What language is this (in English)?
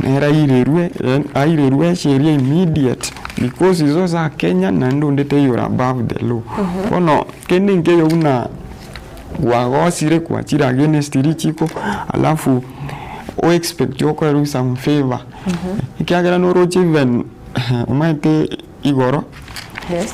Gusii